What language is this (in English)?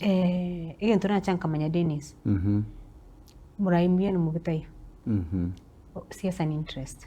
Gusii